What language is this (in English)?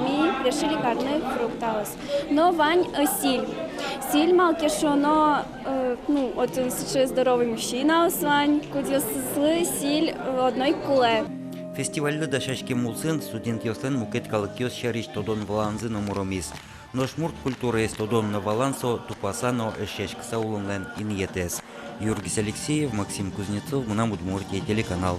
Udmurt